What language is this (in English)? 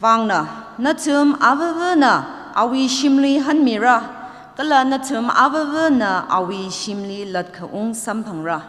Tangkhul Naga (India)